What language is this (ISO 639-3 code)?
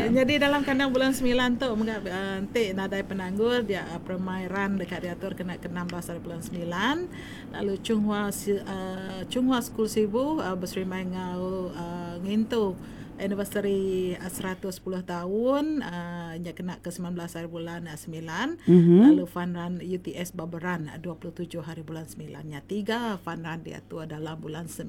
iba